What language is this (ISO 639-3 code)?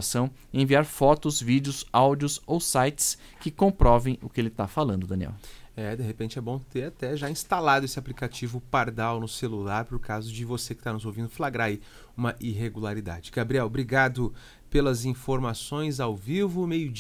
por